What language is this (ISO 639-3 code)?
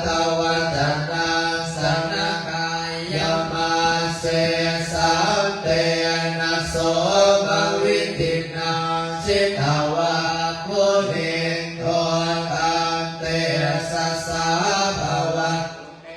pli